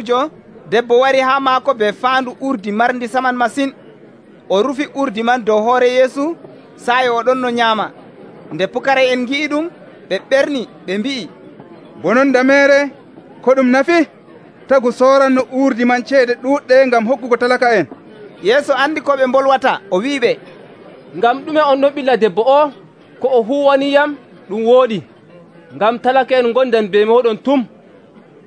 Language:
Nigerian Fulfulde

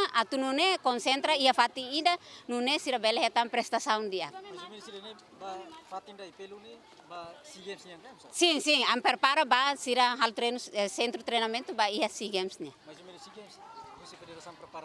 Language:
Tetum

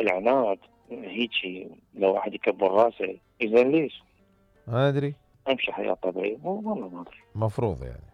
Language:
Mesopotamian Arabic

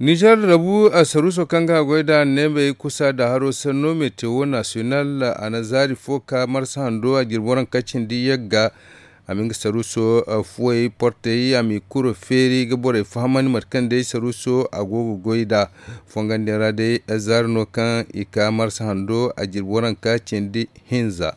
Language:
Zarma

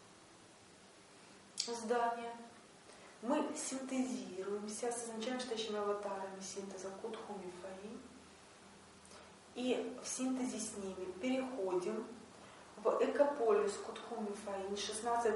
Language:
Russian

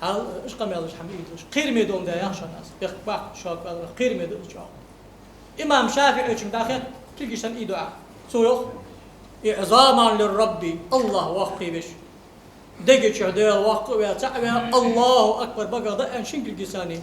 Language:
Ingush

